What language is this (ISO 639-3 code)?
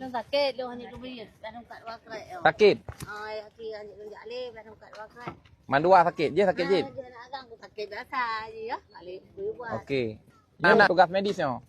ace